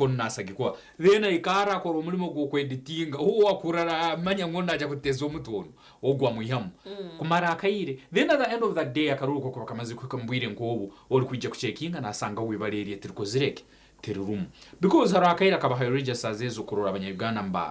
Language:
Nyankole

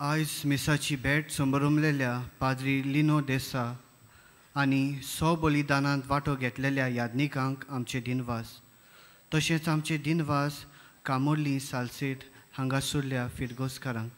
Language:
Konkani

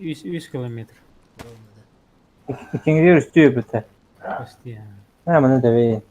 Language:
Yakut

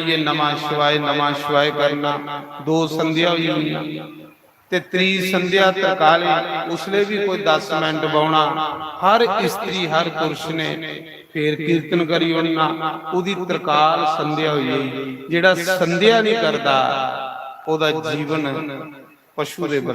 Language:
Dogri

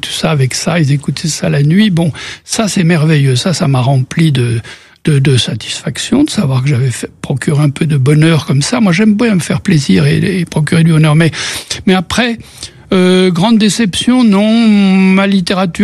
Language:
French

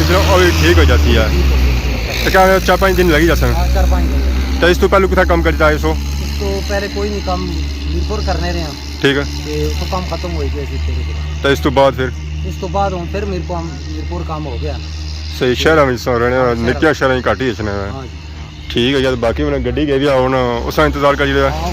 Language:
Pahari-Potwari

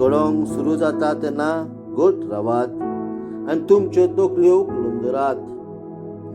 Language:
Konkani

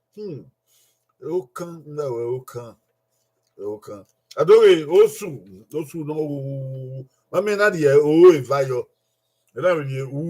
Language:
Bini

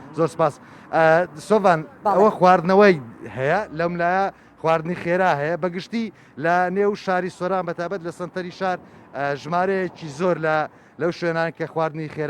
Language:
Central Kurdish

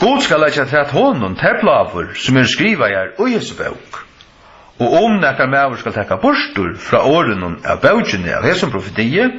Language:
Faroese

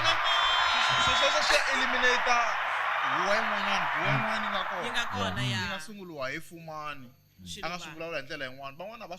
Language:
Tsonga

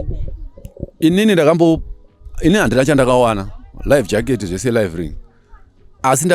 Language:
Shona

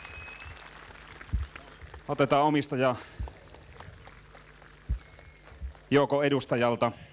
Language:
Finnish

